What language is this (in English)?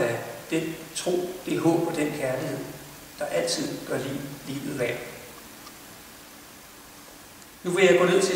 Danish